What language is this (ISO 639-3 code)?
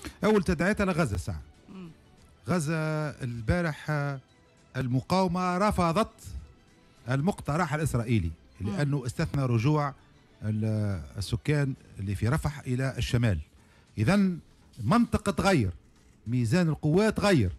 aeb